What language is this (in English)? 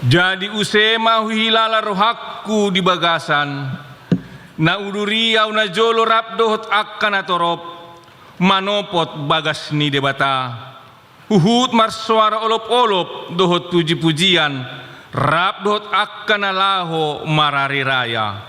Batak Toba